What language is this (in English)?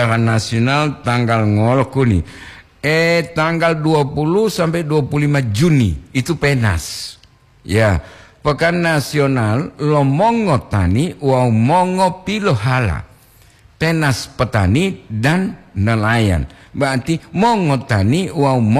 Gorontalo